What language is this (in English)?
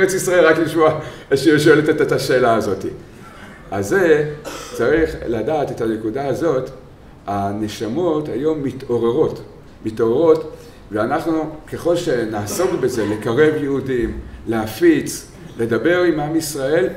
Hebrew